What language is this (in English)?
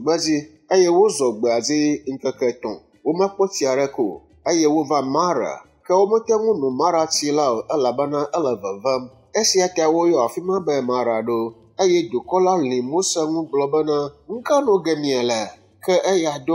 Ewe